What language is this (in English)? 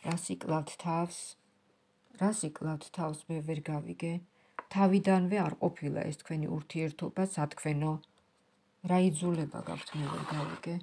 Georgian